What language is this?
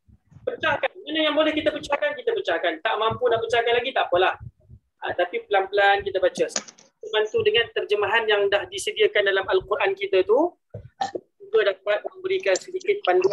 Malay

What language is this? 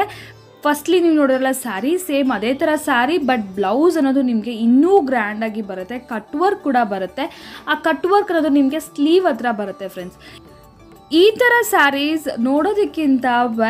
Kannada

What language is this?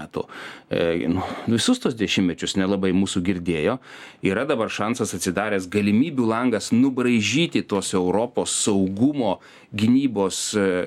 Lithuanian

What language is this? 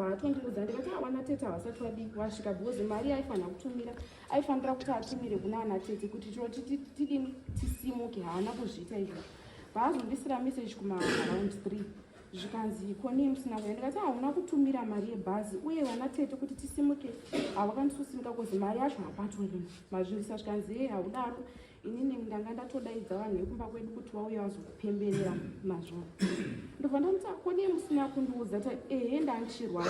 Shona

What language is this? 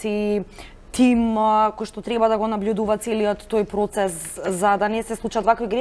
Macedonian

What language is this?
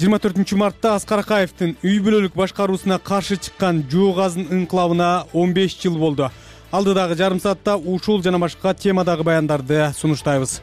Kyrgyz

